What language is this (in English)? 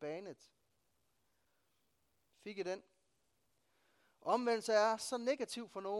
Danish